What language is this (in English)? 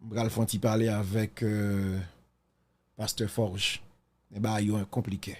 Haitian Creole